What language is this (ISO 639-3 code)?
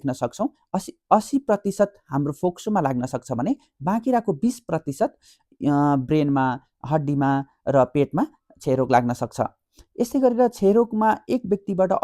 nep